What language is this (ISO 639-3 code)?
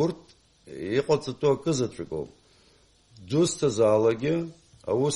abk